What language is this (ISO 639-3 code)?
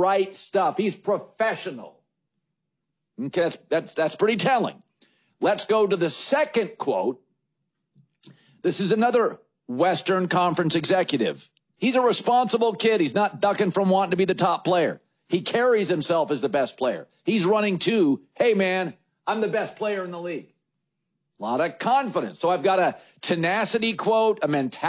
eng